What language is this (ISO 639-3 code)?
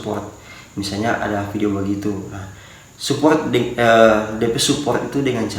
xmm